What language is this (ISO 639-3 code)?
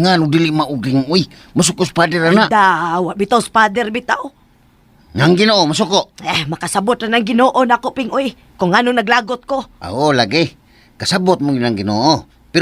ceb